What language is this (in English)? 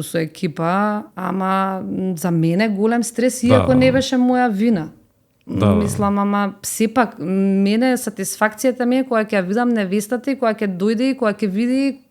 Macedonian